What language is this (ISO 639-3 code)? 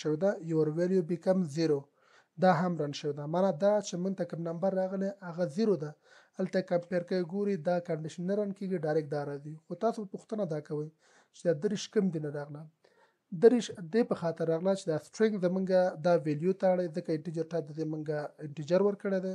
pus